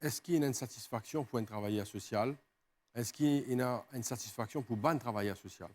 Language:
Morisyen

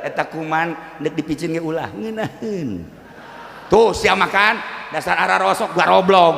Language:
Sundanese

